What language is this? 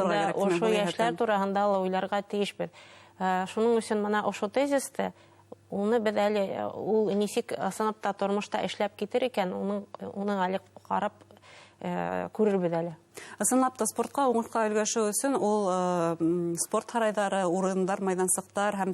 Bashkir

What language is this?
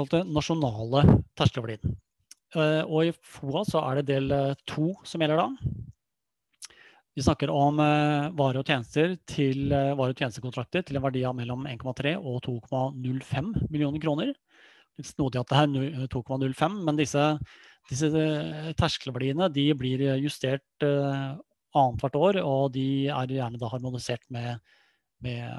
Norwegian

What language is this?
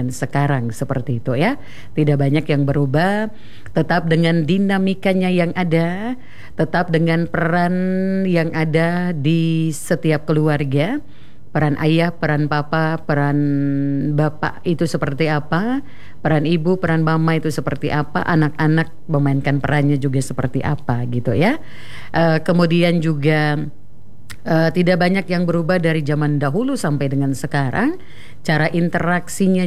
Indonesian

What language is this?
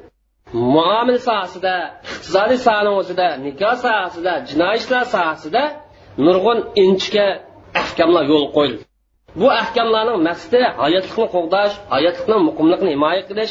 Uyghur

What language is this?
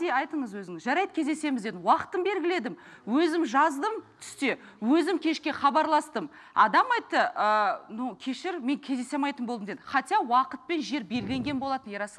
Kazakh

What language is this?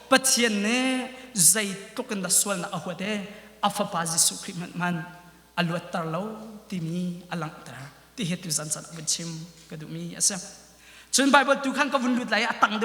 Hakha Chin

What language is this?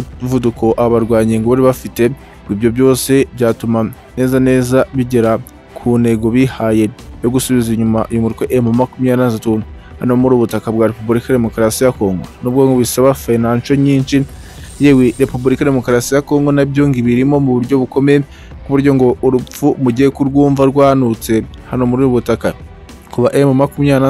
Kinyarwanda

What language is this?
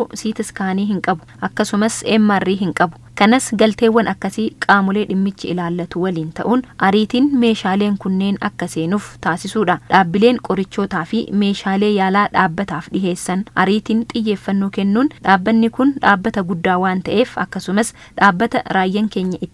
Oromo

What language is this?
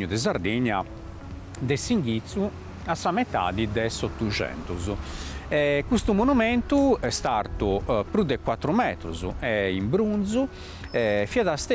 Sardinian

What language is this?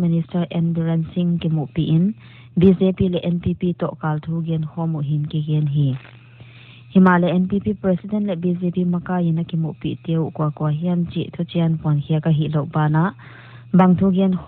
Paite Chin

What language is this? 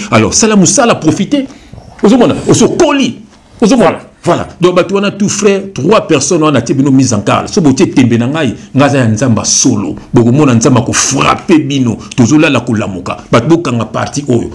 Lingala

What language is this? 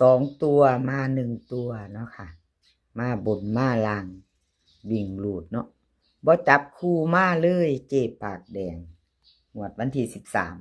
Northeastern Thai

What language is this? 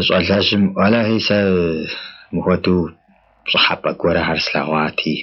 Kabardian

